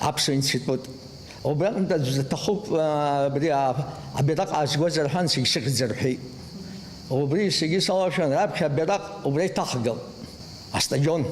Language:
Abkhazian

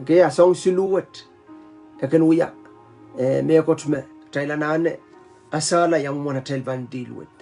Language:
Pohnpeian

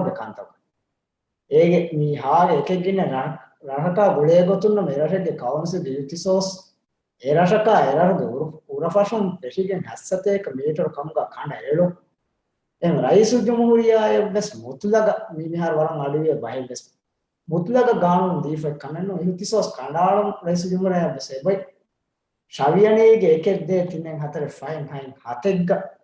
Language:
Divehi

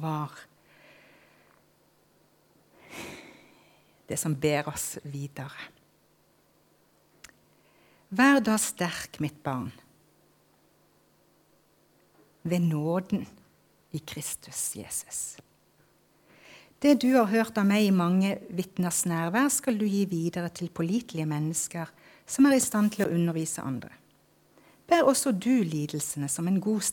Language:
Norwegian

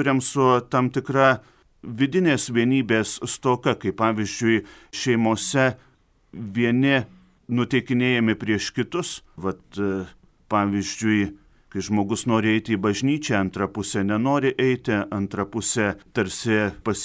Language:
Lithuanian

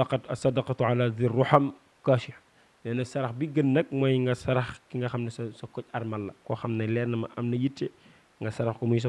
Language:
Wolof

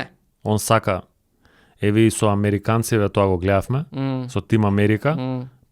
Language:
Macedonian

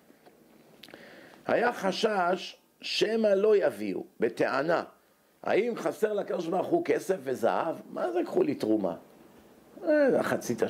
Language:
Hebrew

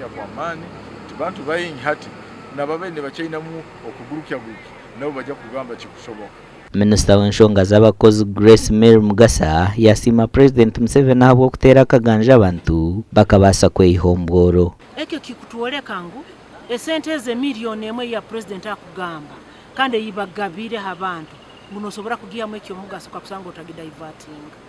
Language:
Nyankole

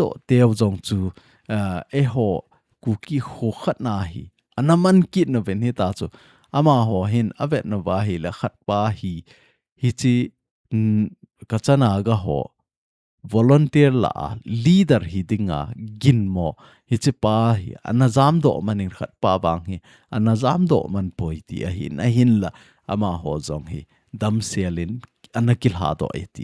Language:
Thado Chin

